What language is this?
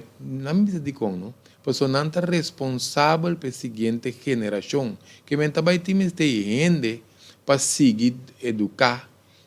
Papiamento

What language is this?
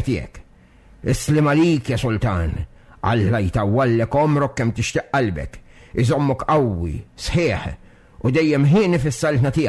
Maltese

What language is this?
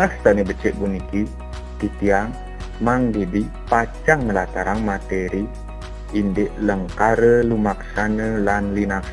Balinese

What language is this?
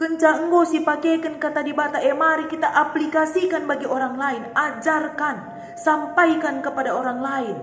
Batak Karo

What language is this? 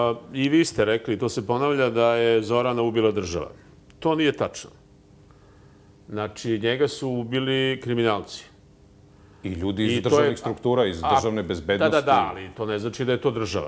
Serbian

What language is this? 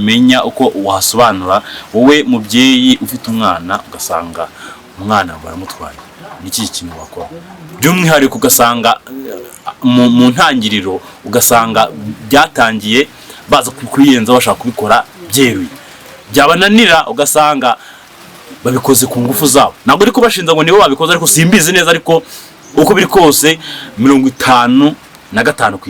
Kinyarwanda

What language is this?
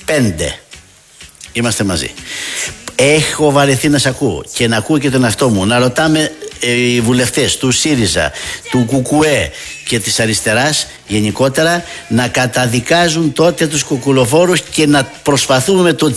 Greek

